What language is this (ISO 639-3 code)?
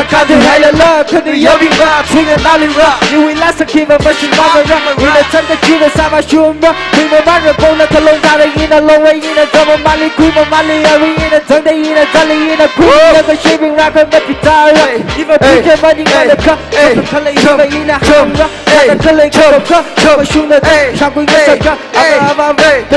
nmf